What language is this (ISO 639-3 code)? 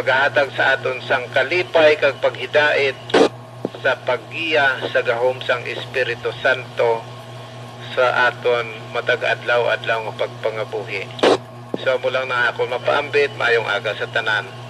hil